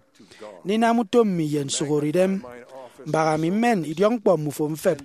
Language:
Efik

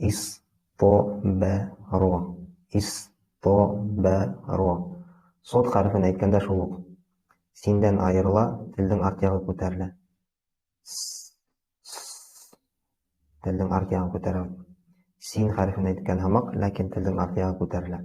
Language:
Bashkir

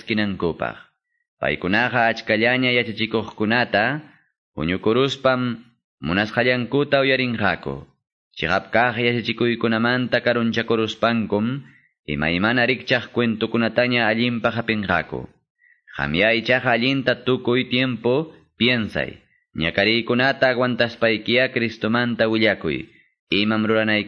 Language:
Quechua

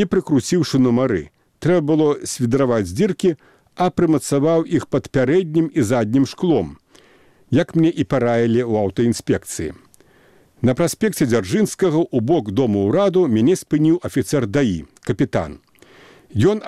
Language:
Belarusian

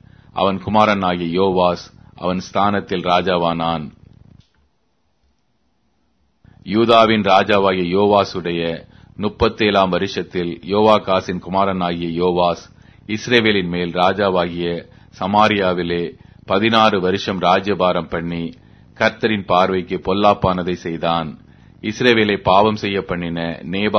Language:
Tamil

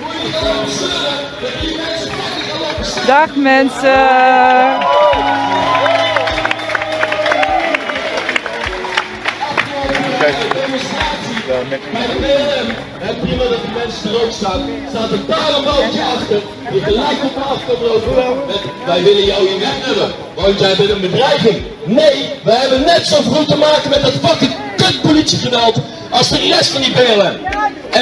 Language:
Dutch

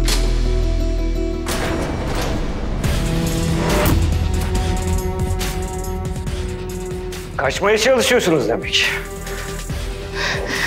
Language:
Turkish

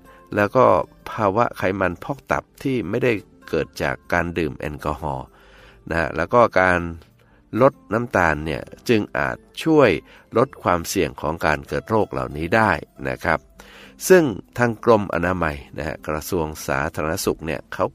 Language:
Thai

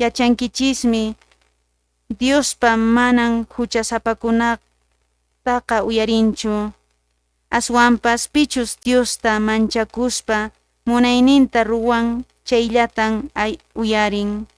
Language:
Quechua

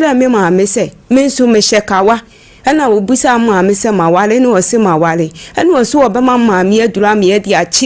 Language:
Akan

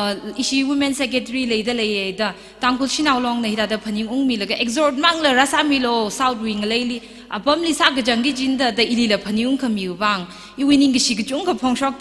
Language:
Tangkhul Naga (India)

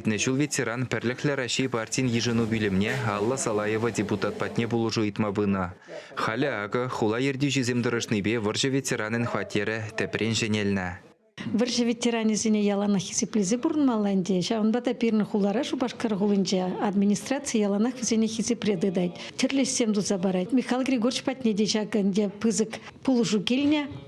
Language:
Chuvash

